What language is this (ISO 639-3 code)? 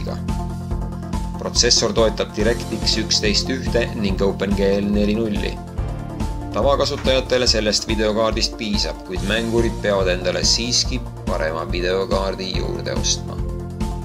est